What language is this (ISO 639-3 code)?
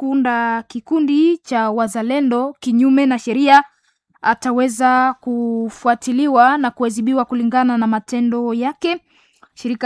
swa